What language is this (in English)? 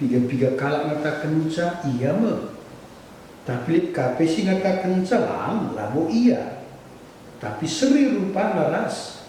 Batak Karo